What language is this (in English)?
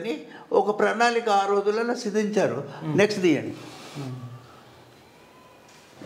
Telugu